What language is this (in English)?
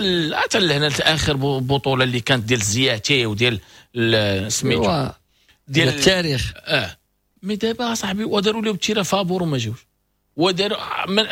Moroccan Arabic